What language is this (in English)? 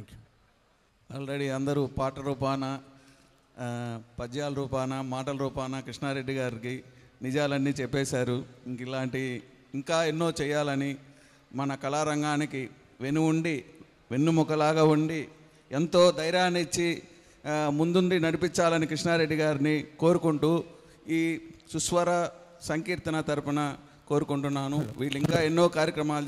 Telugu